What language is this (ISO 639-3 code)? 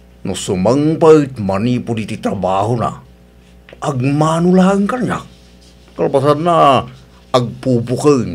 ilo